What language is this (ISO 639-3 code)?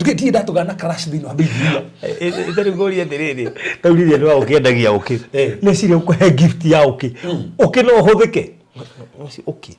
kik